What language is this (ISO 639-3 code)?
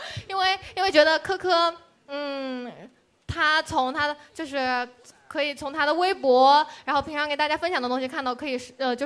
zho